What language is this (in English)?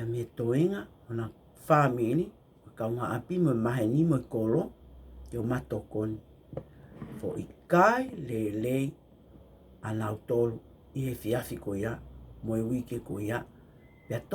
Tongan